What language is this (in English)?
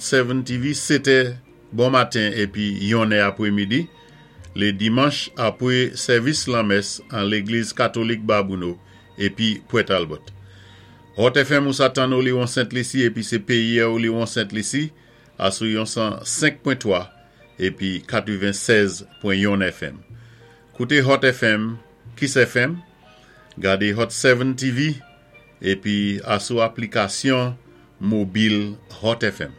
Saint Lucian Creole French